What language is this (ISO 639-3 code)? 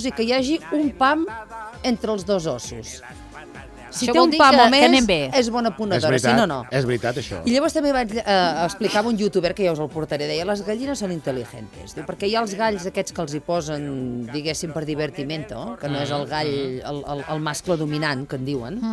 cat